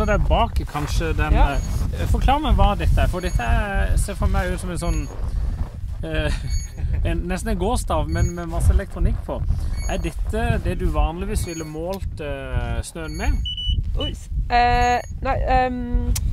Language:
Norwegian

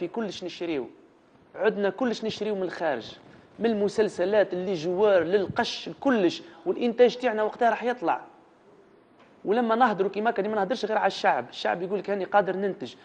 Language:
Algerian Arabic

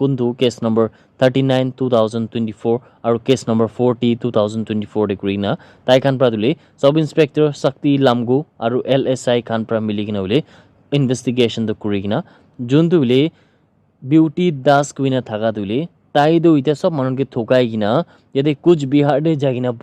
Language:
Naga Pidgin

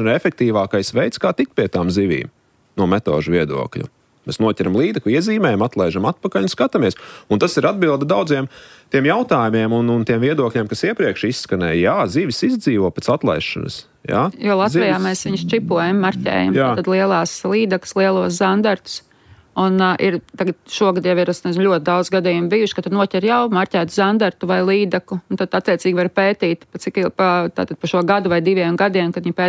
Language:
Latvian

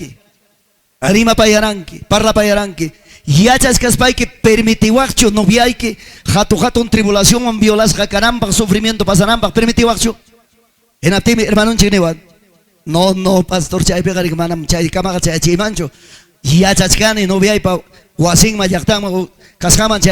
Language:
Ayacucho Quechua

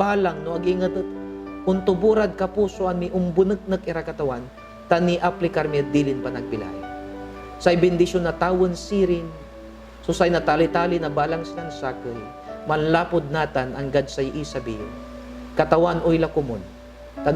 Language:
Pangasinan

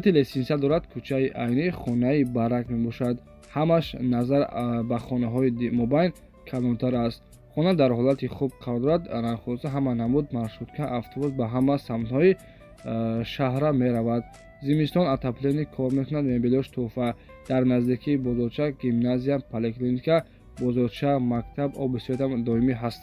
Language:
Tajik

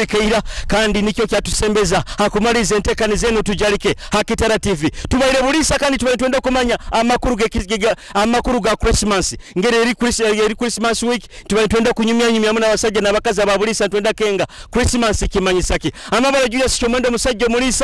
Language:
Nyoro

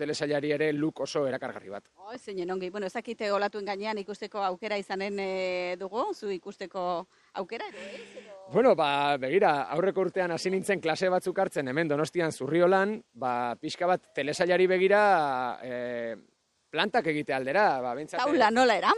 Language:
Basque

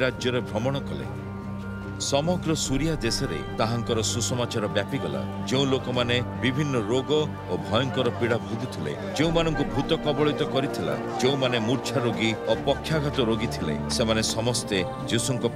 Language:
Odia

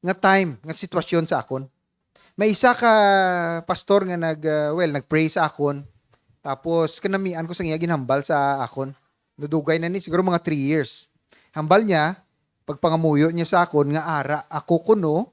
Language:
Hiligaynon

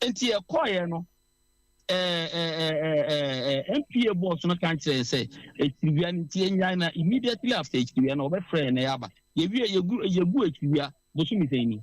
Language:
Akan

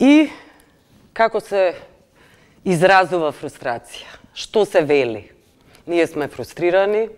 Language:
Macedonian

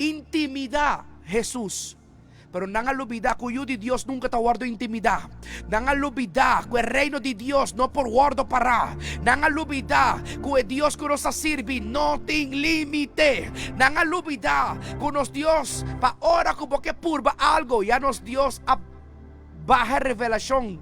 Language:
Papiamento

